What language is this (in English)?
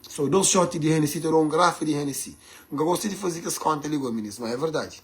Kabuverdianu